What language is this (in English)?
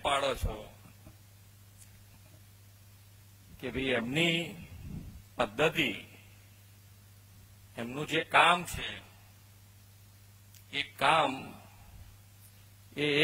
Gujarati